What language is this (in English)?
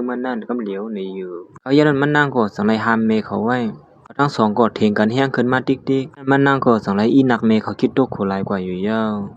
Lao